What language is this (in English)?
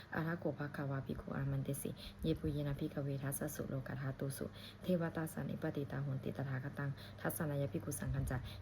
Pali